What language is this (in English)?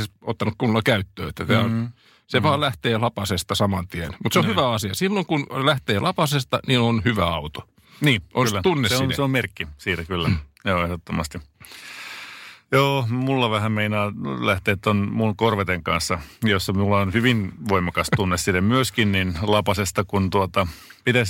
Finnish